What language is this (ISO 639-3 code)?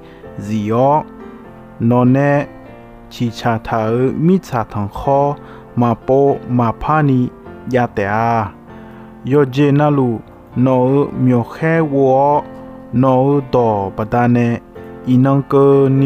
ahk